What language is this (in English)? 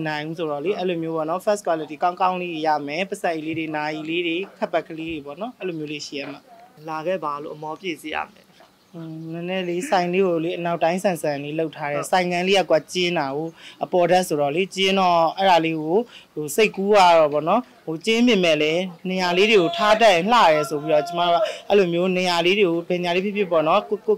Burmese